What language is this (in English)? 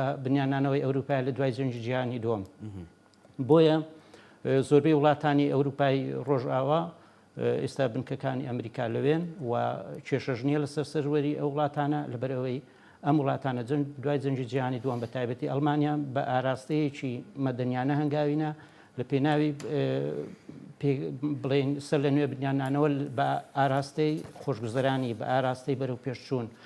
Central Kurdish